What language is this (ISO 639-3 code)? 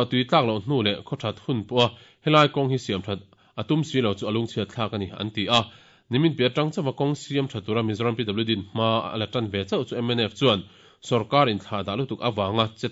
lus